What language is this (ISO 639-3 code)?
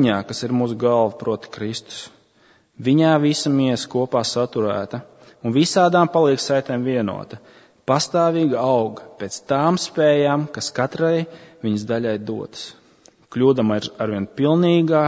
lav